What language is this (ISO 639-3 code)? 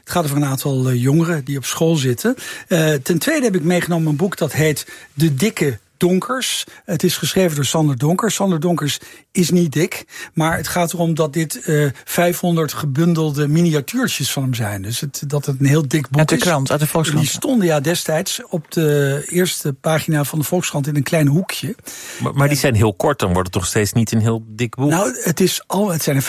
nld